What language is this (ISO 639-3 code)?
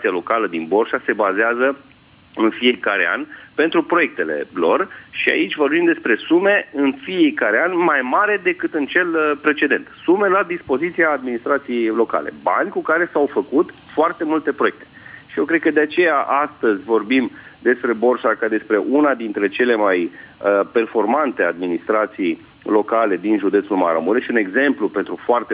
ron